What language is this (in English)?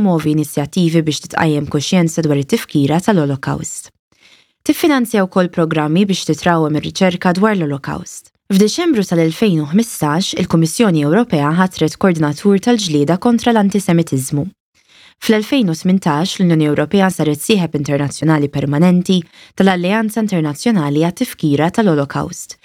Maltese